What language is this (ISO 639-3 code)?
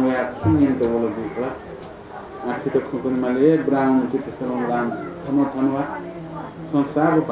new